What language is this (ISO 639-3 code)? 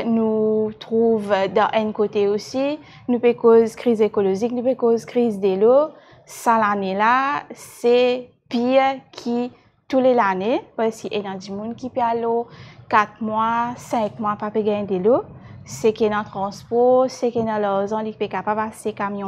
mfe